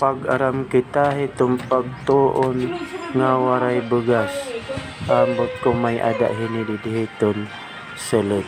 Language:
Waray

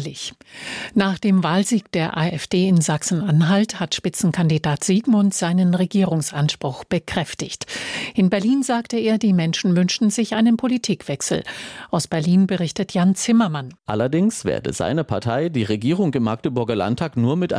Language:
German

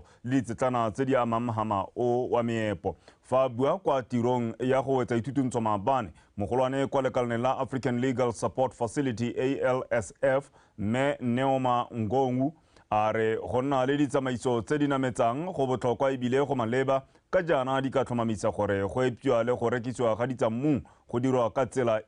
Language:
Tswana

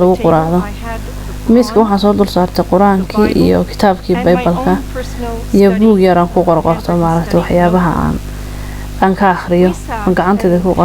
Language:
Somali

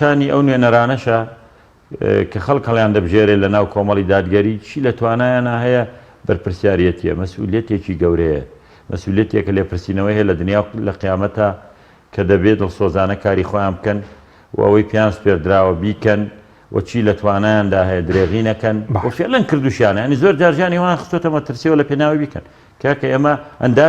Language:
Central Kurdish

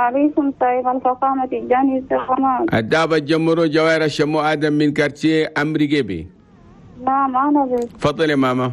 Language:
Chadian Arabic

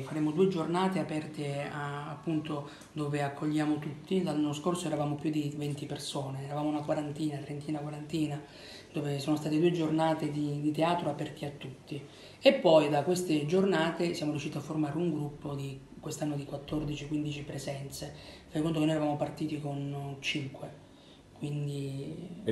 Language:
Italian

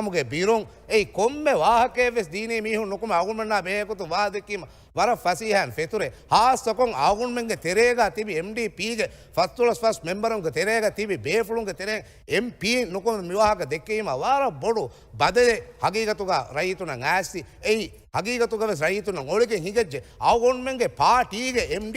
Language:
Divehi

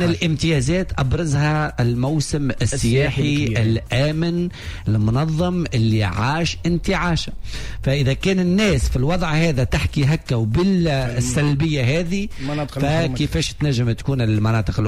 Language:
Tunisian Arabic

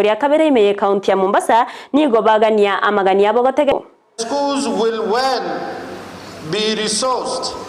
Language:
Gusii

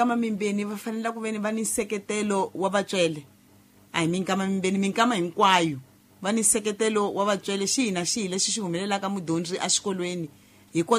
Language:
Tsonga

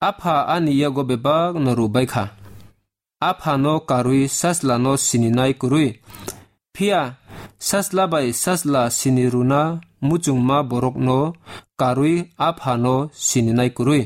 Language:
Kok Borok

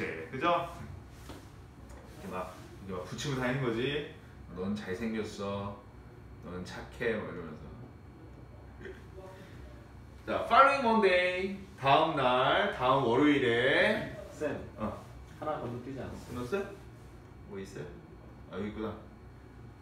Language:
Korean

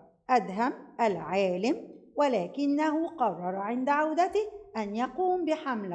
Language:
Egyptian Arabic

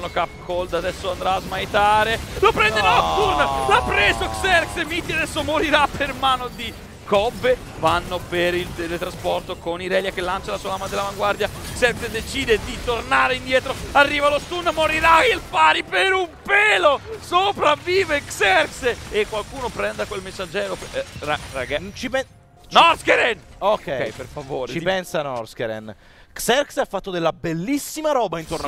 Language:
Italian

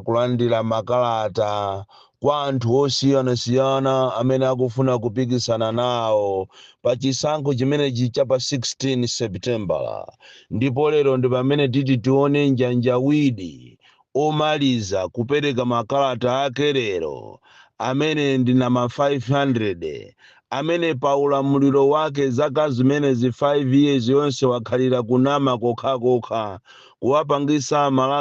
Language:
Nyanja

